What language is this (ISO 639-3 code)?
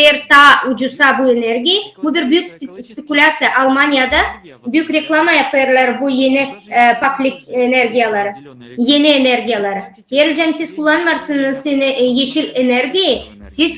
gag